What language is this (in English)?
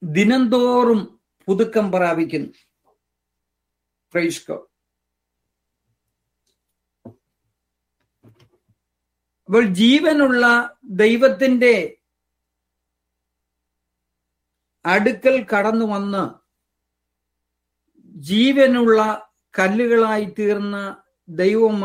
Malayalam